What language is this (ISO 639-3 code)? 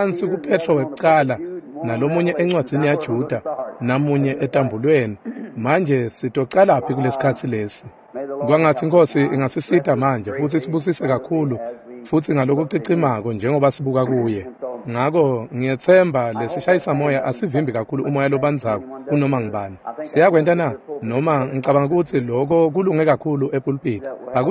ssw